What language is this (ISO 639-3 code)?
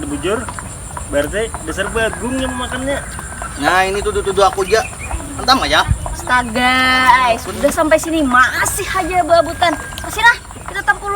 bjn